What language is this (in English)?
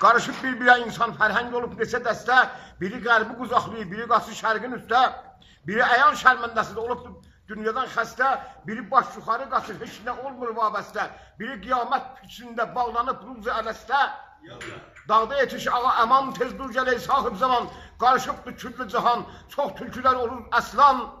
South Azerbaijani